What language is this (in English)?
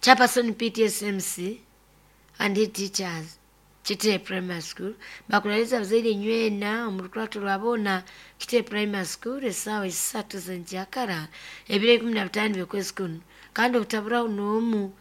Nyoro